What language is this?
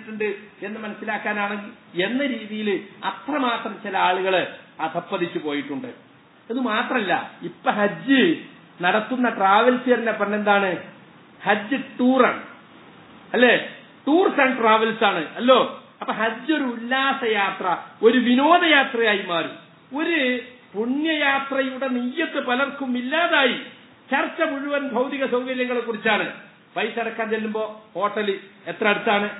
Malayalam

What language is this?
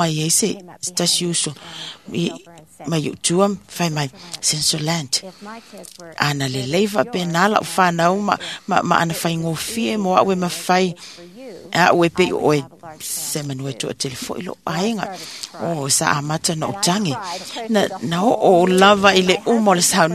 Samoan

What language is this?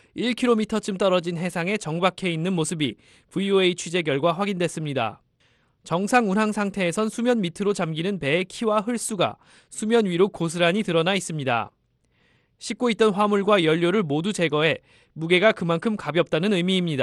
Korean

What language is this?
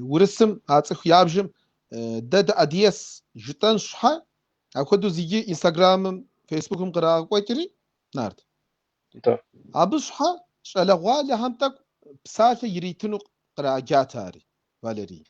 Kabardian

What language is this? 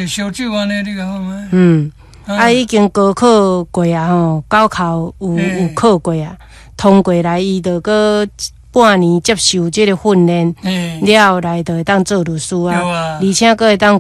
Min Nan Chinese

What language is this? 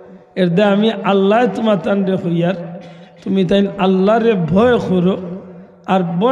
Sylheti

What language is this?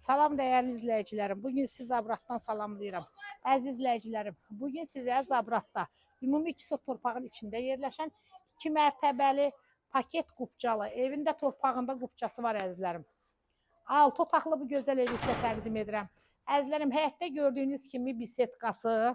Azerbaijani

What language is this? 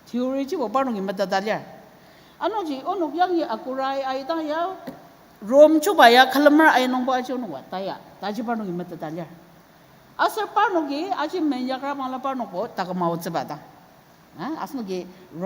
Ao Naga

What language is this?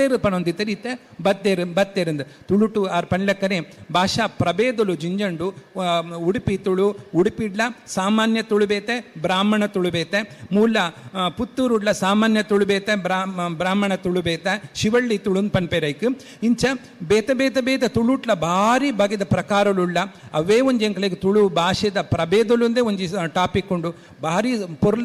Tulu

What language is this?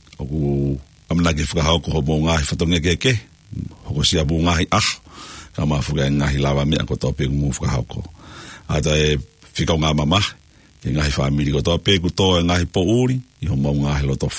Tongan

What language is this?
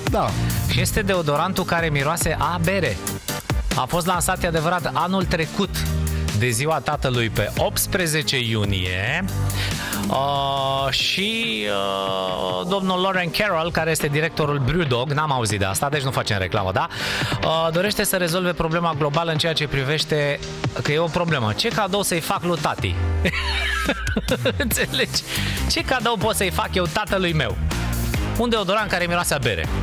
Romanian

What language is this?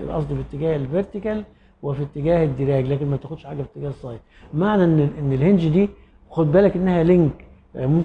Egyptian Arabic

